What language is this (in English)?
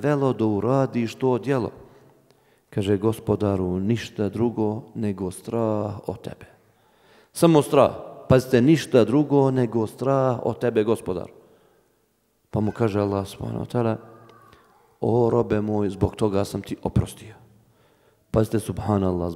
Bosnian